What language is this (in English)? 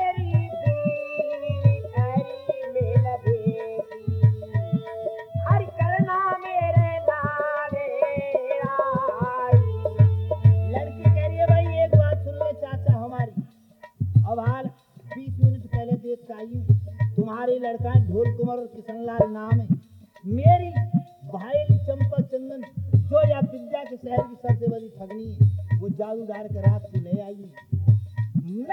Hindi